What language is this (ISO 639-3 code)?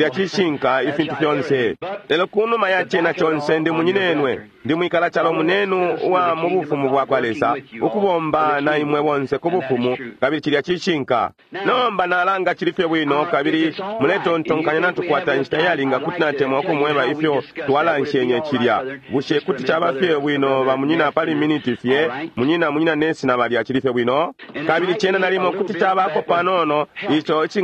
bem